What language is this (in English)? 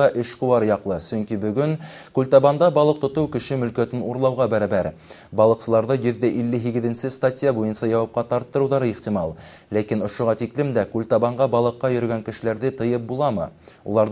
Bashkir